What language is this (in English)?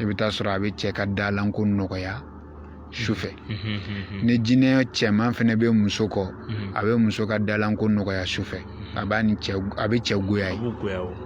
Bambara